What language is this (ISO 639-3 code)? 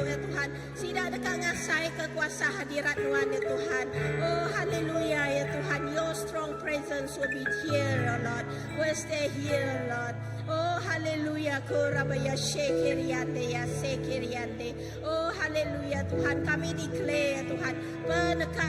iba